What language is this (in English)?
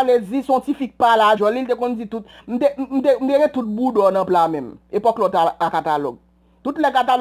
Haitian Creole